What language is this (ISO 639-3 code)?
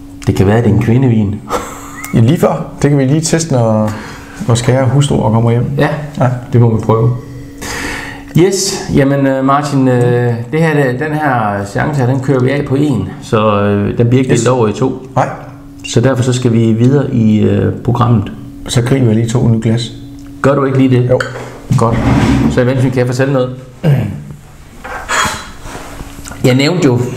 dan